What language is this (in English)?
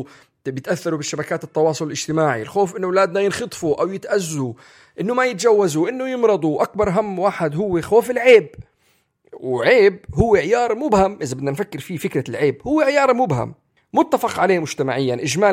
North Levantine Arabic